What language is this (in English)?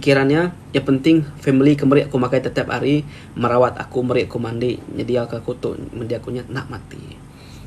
Iban